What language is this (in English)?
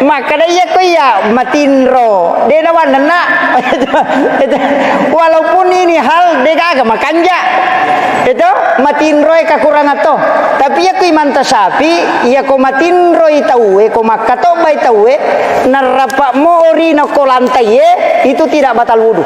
Buginese